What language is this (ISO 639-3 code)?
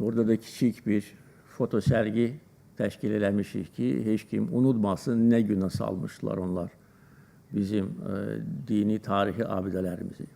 aze